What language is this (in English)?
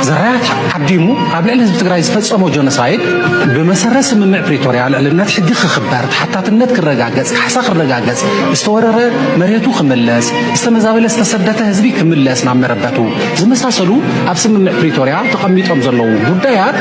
Tigrinya